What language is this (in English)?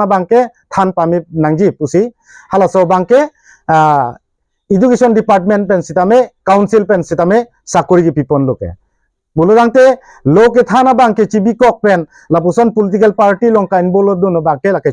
Karbi